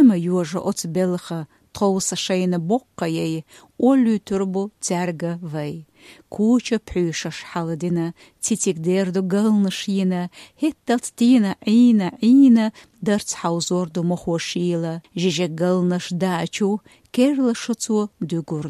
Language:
Chechen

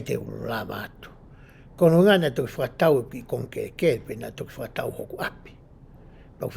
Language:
Tongan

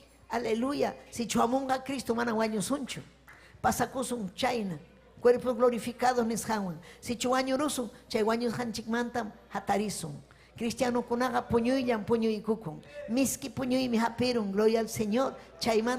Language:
Ayacucho Quechua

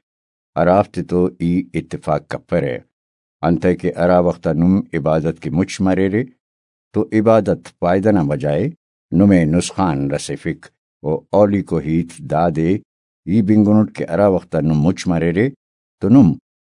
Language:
Brahui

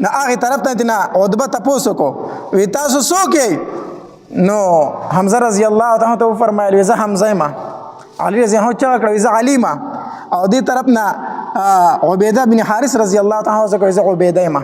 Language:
Pashto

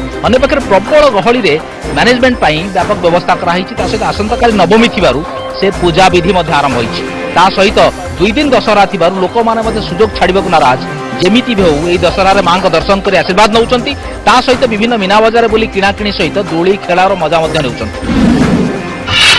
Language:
Odia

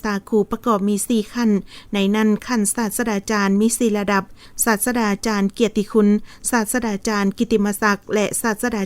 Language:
Lao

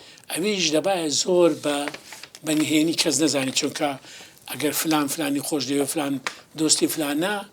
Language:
Central Kurdish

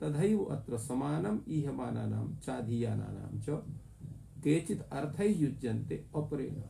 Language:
Sanskrit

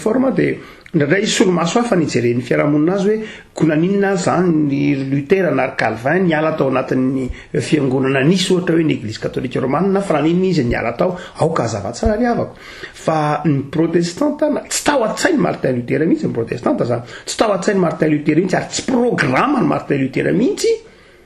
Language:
Malagasy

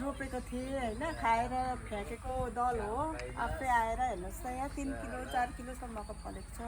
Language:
Nepali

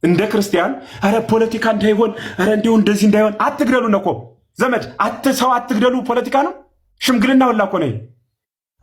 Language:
Amharic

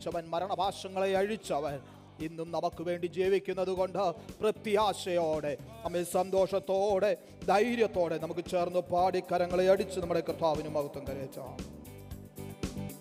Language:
Malayalam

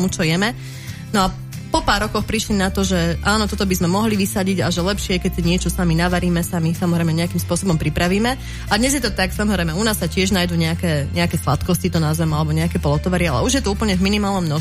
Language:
Slovak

